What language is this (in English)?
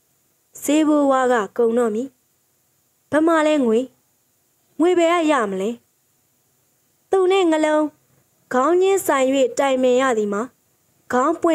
Burmese